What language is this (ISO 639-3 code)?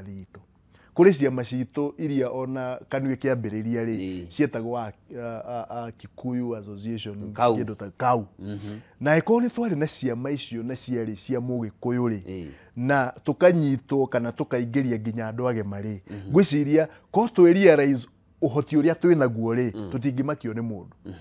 kik